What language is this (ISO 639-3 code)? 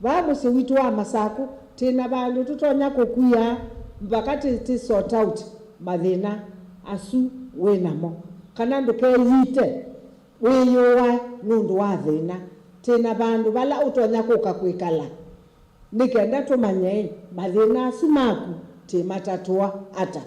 kam